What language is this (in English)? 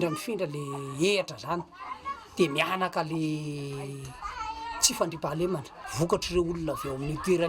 Malagasy